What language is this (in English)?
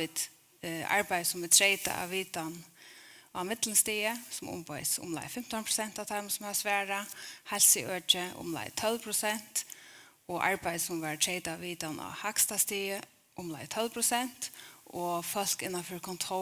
Faroese